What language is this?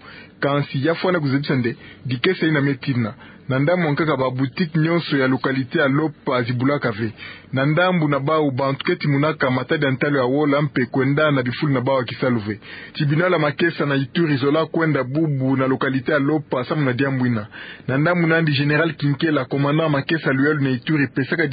Kituba (Democratic Republic of Congo)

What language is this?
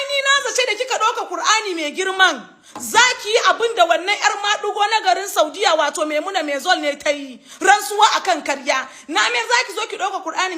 Hausa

